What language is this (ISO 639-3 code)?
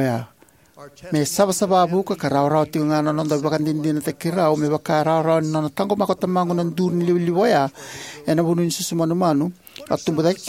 fij